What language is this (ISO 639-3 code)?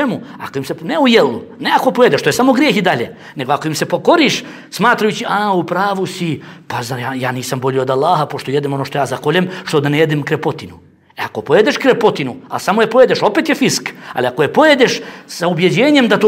bos